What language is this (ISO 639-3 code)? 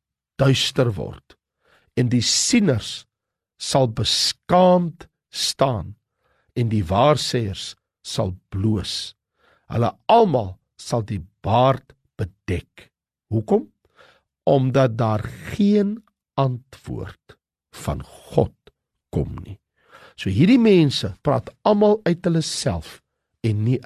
afr